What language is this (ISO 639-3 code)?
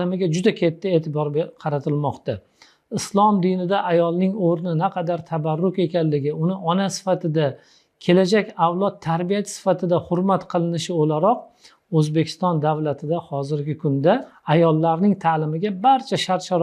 uzb